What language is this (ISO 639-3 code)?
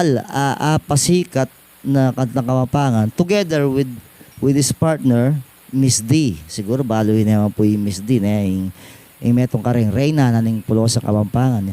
pam